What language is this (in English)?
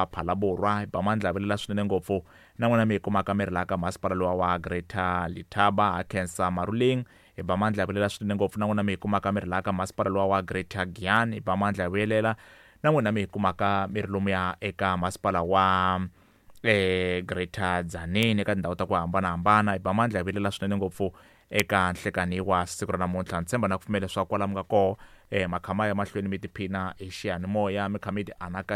Tsonga